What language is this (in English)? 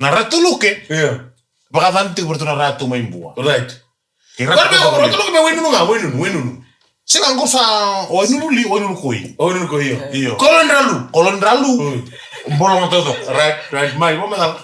Fijian